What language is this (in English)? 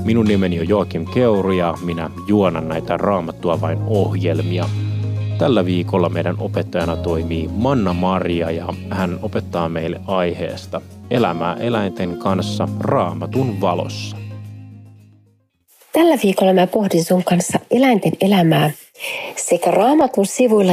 Finnish